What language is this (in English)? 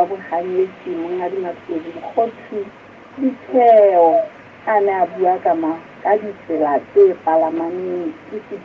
Southern Sotho